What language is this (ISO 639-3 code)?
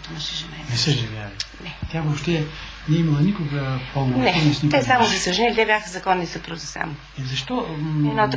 bul